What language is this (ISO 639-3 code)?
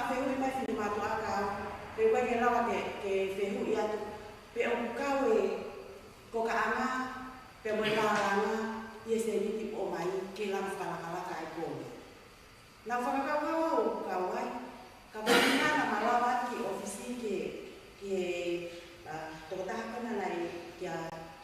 ton